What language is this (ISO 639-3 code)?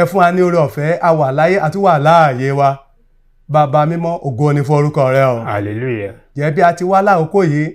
yor